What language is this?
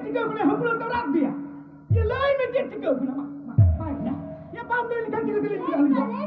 Santali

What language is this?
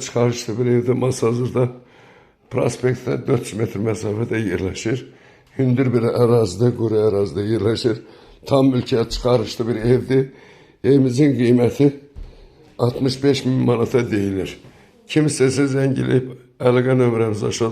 Azerbaijani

